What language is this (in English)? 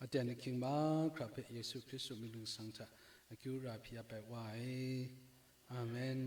Kachin